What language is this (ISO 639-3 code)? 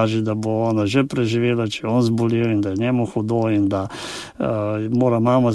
slv